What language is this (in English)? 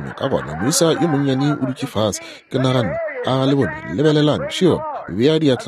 Northern Sotho